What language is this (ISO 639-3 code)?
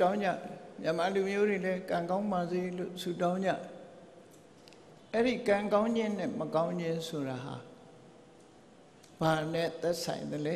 mya